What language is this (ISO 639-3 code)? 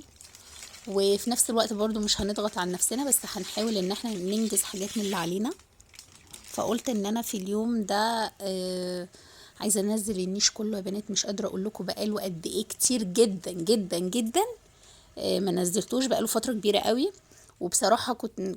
arz